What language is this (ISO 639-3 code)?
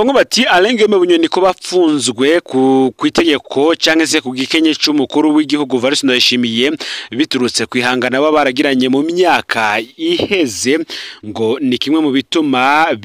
run